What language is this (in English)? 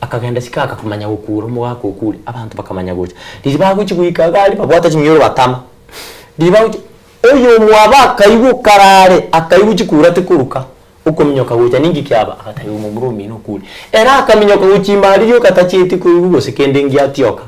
Gusii